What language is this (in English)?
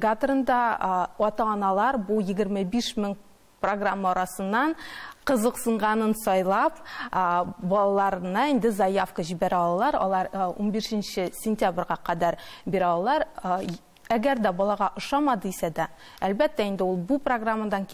Tatar